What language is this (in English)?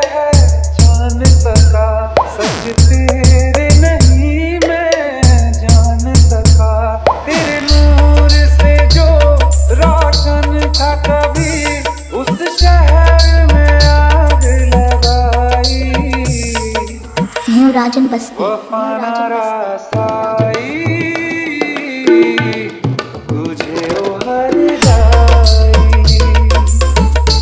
Hindi